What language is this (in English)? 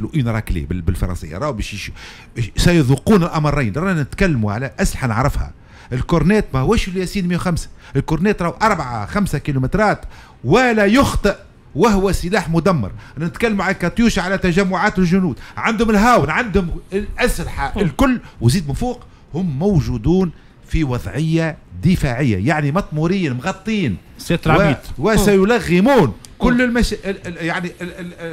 Tunisian Arabic